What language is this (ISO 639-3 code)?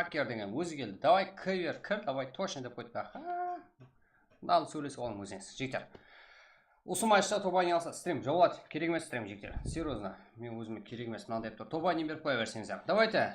kaa